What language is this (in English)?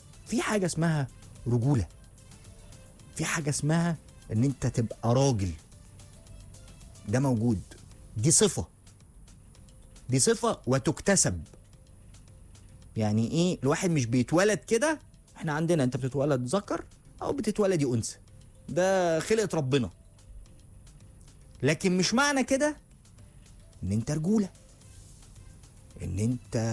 Egyptian Arabic